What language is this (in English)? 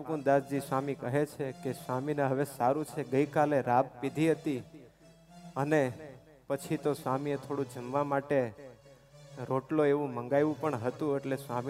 Gujarati